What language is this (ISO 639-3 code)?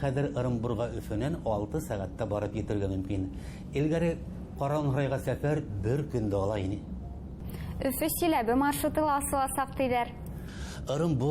bak